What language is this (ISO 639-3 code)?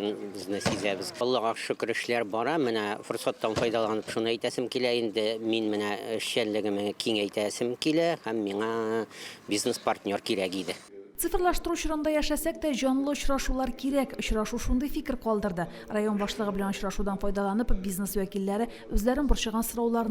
tat